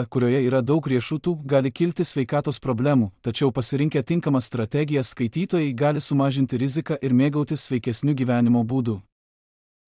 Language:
Lithuanian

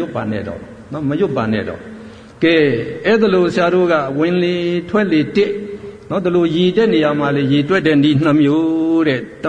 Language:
Burmese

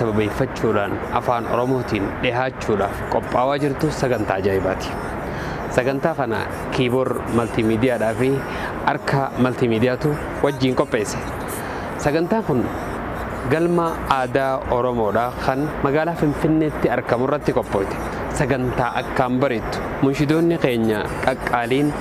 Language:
Oromo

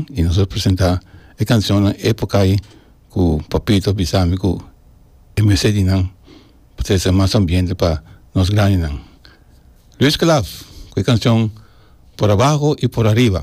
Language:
Papiamento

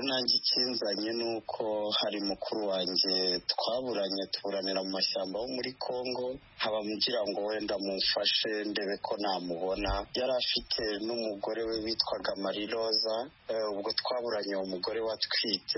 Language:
Kinyarwanda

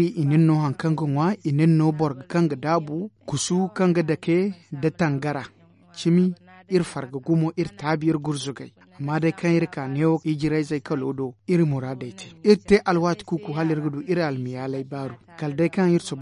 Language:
Zarma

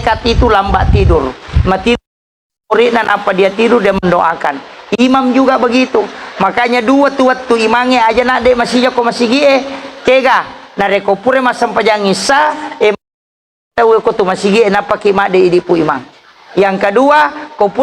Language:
Buginese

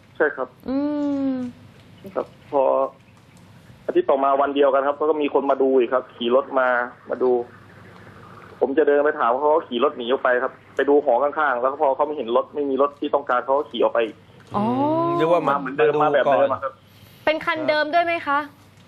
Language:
Thai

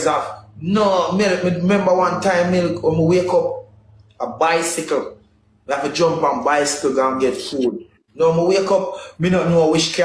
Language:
Jamaican Creole English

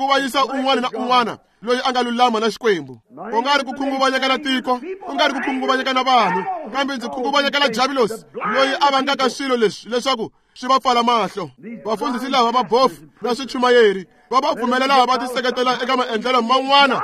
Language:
Tsonga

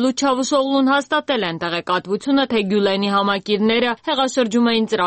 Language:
Armenian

